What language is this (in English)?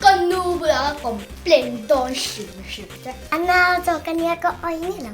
Mizo